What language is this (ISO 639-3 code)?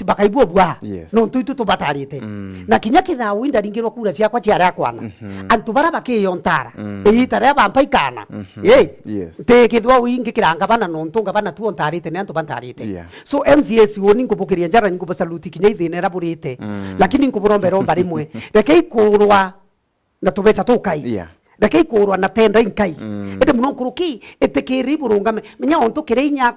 mer